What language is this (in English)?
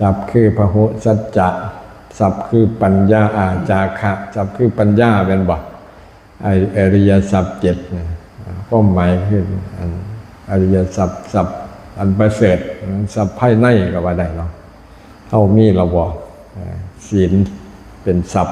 Lao